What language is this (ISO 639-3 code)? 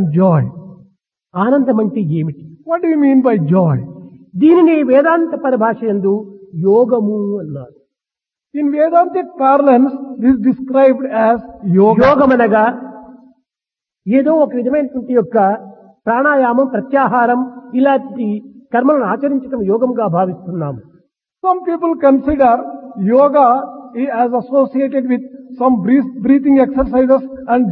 tel